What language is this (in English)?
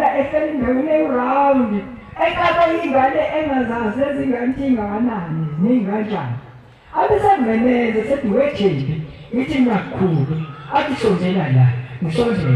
Zulu